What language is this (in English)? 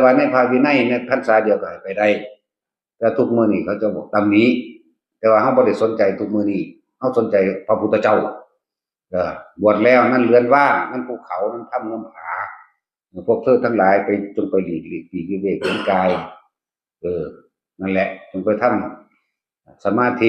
Northeastern Thai